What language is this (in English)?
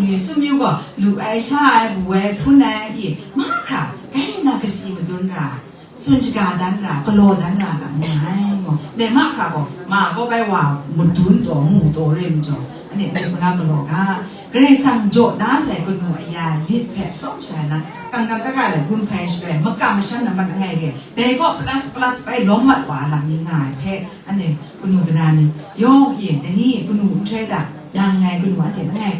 Kachin